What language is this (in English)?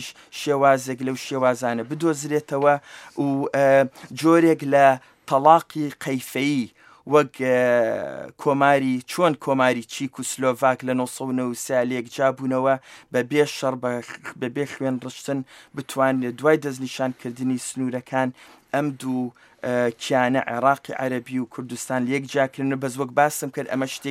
Central Kurdish